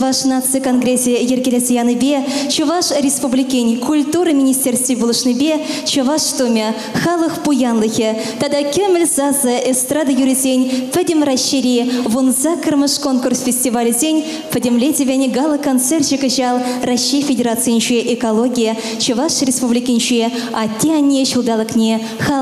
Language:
Chuvash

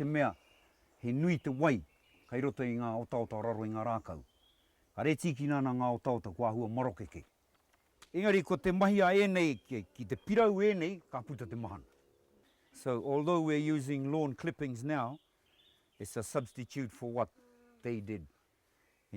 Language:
Māori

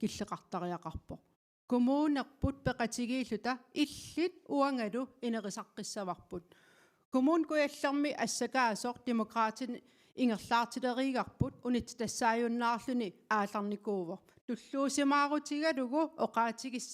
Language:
Kalaallisut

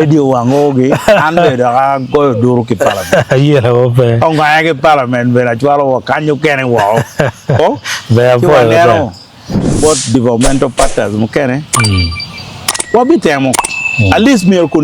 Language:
Acoli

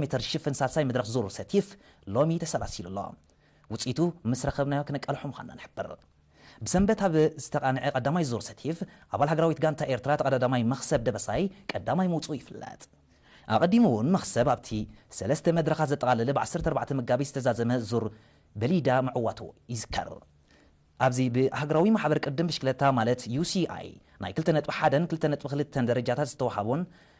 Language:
Tigrinya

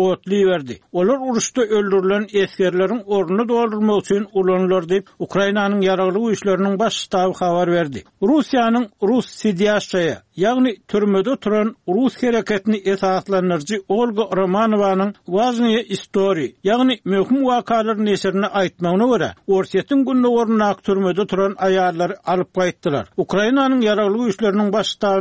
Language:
Turkmen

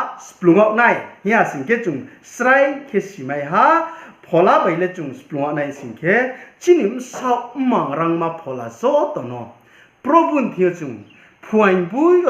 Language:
Riang (India)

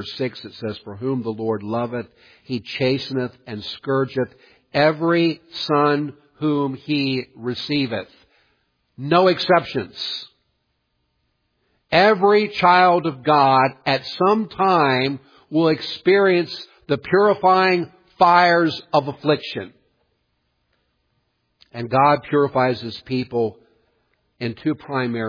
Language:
English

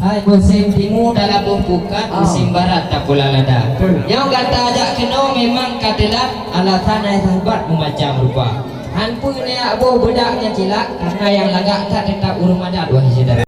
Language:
Achinese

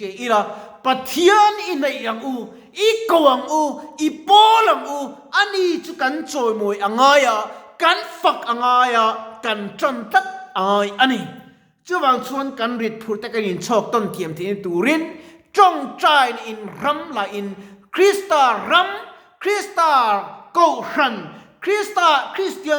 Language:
Mizo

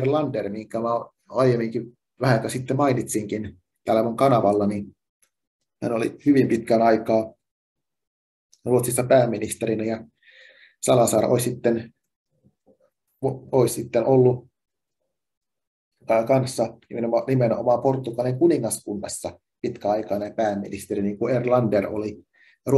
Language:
Finnish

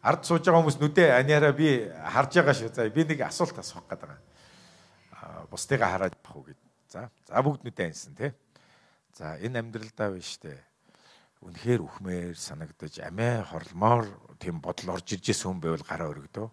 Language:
Mongolian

